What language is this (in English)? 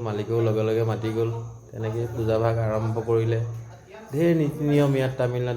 Assamese